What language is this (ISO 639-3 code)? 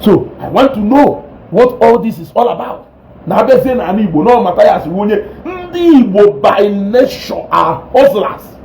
ibo